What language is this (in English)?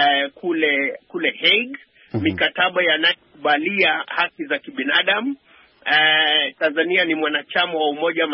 Swahili